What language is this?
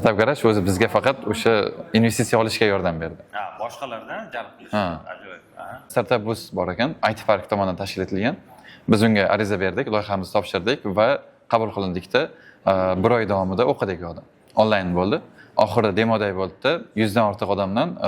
Uzbek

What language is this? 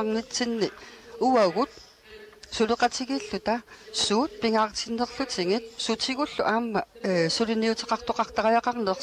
Kalaallisut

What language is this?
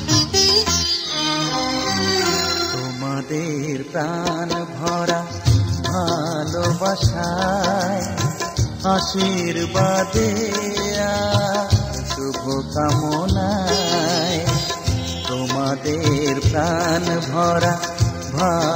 Bangla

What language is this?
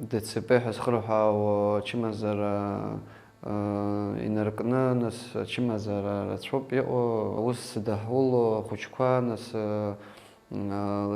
Abkhazian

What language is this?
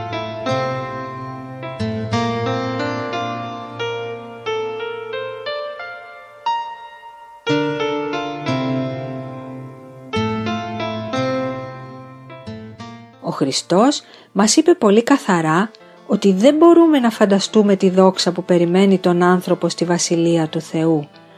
Greek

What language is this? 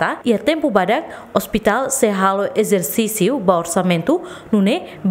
Tetum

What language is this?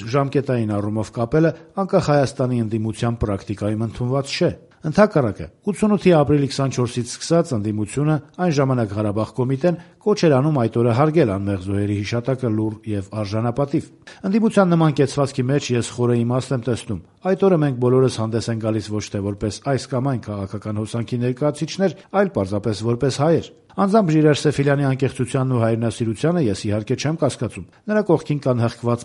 Armenian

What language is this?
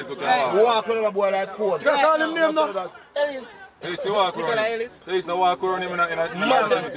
Jamaican Creole English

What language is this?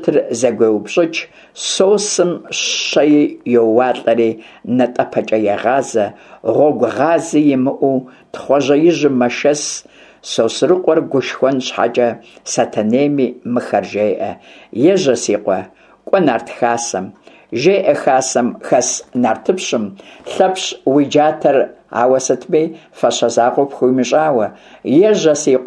Kabardian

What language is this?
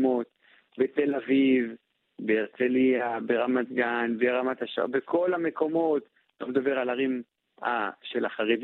Hebrew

